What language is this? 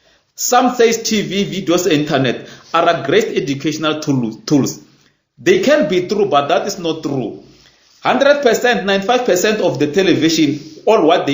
Northern Sotho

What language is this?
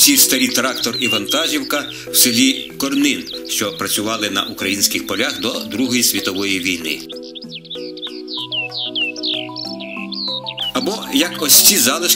Ukrainian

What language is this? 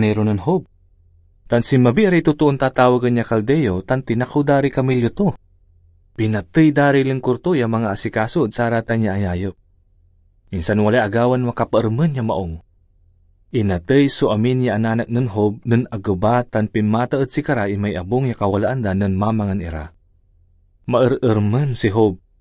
Pangasinan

